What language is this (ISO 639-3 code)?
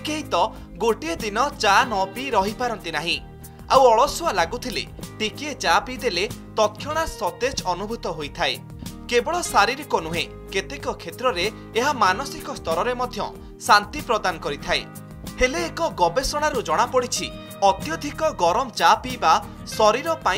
ori